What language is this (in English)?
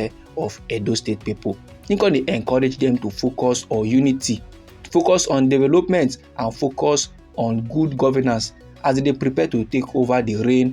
Nigerian Pidgin